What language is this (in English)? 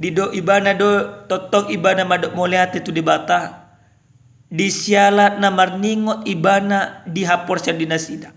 Batak Toba